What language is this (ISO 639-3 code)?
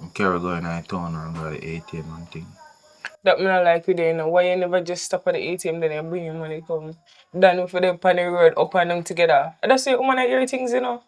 jam